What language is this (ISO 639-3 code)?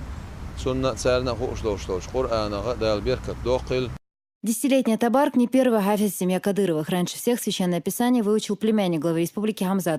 che